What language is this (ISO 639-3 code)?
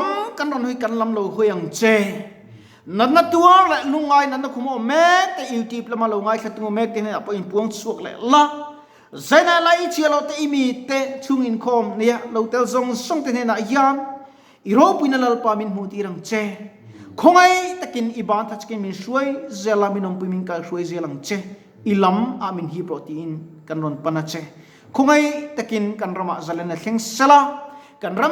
lus